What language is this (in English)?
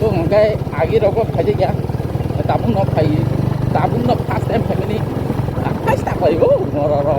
Kok Borok